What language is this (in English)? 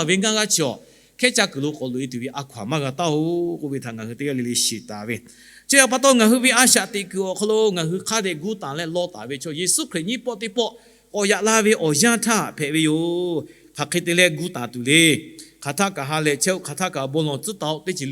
Lahu